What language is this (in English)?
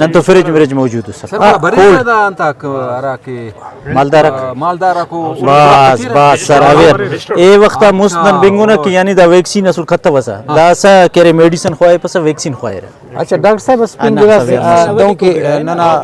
Brahui